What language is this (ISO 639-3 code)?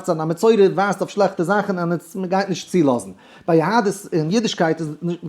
yid